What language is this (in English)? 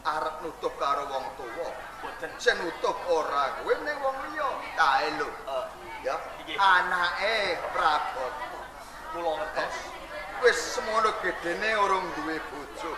Javanese